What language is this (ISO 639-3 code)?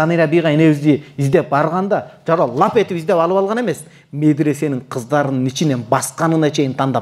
kir